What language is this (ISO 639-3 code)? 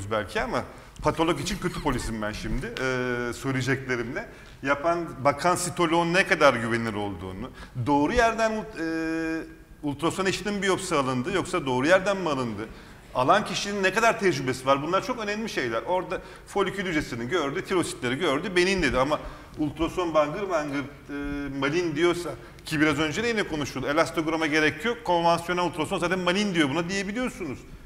tur